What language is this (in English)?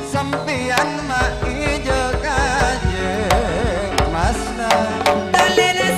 Madurese